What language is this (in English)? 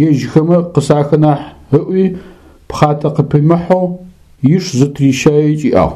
Adyghe